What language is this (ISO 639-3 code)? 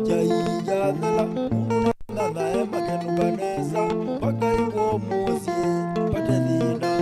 kam